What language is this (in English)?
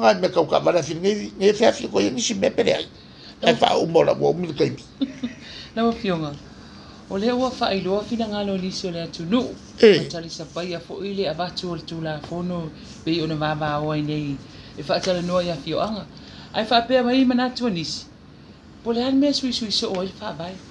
Samoan